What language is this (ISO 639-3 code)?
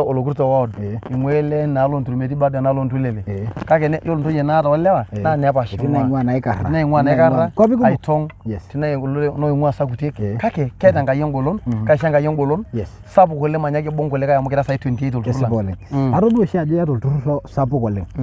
mas